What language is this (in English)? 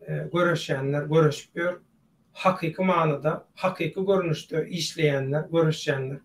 Turkmen